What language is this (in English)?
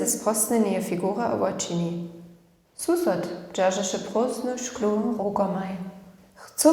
Upper Sorbian